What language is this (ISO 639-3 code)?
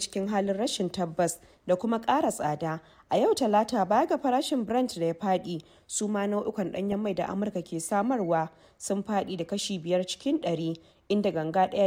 hau